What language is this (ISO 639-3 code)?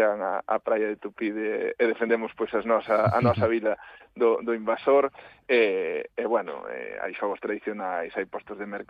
glg